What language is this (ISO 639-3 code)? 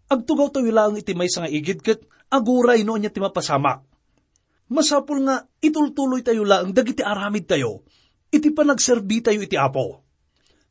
ilo